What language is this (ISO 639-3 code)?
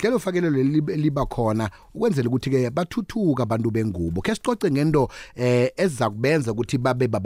nbl